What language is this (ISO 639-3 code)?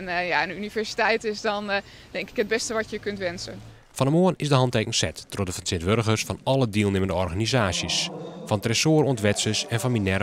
fry